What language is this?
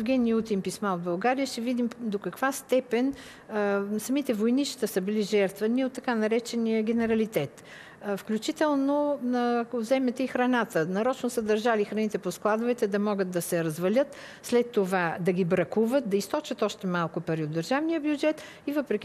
Bulgarian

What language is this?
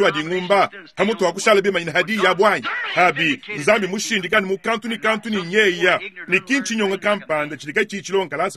Luba-Lulua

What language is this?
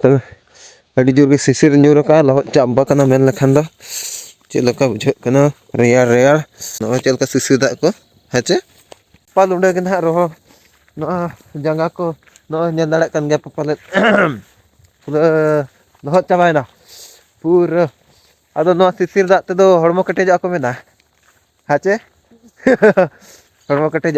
Santali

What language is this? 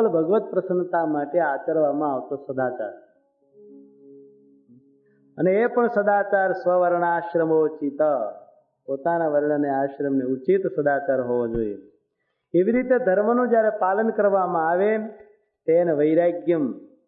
Gujarati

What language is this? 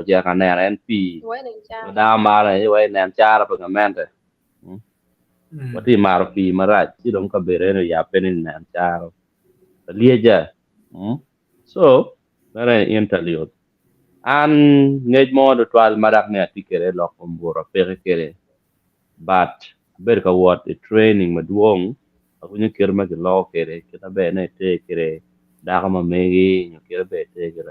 Acoli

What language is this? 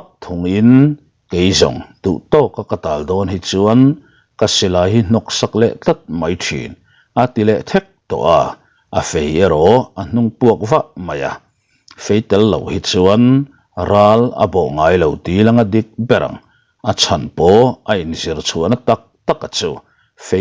Mizo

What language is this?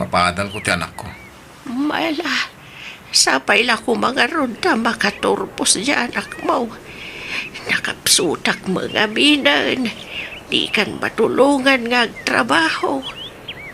Iloko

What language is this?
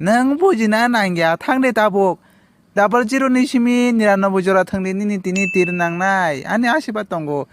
Kok Borok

